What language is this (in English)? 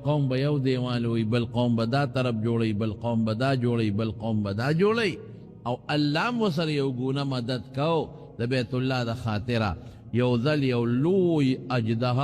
Pashto